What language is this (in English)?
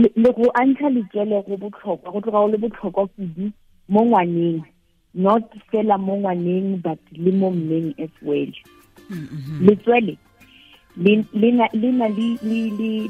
Tswana